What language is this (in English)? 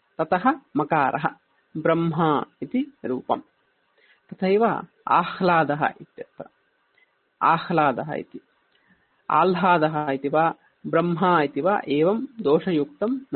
Sanskrit